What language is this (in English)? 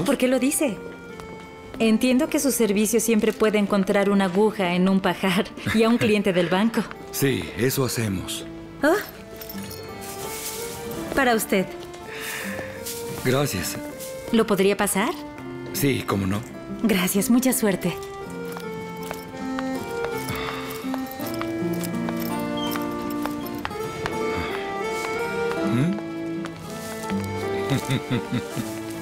Spanish